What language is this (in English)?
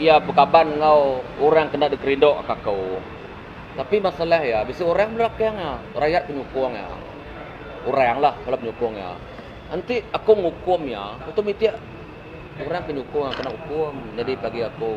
Iban